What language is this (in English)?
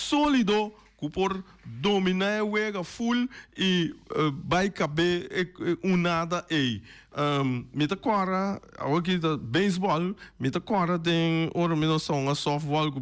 Papiamento